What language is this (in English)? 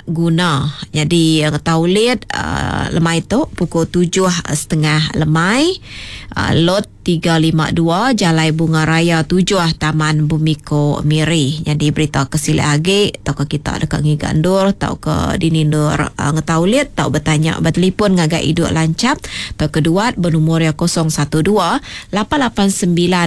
Iban